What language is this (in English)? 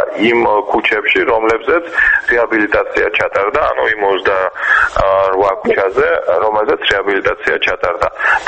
Georgian